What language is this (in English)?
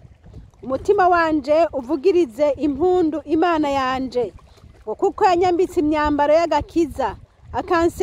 Rundi